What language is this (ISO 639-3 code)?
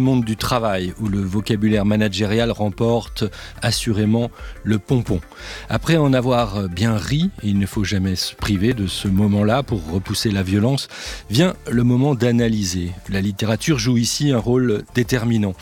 fra